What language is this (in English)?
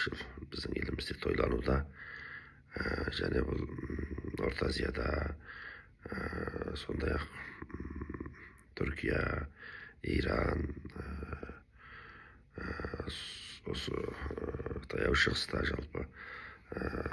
Kazakh